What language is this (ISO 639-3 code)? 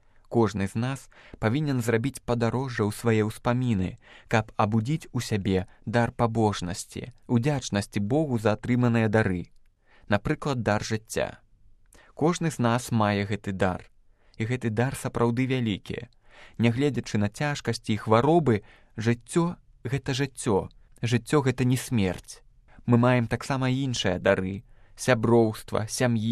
bel